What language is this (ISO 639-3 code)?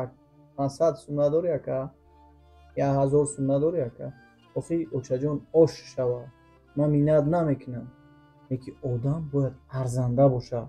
tgk